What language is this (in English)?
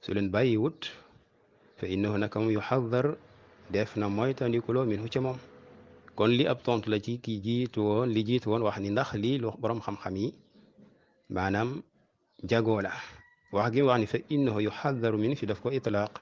Wolof